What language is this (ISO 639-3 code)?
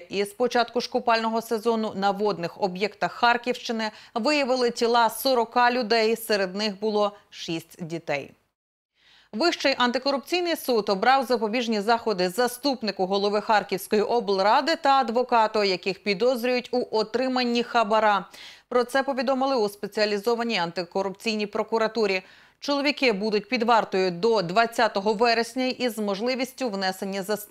ukr